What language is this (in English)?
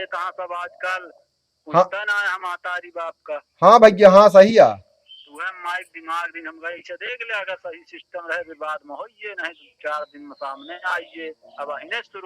Awadhi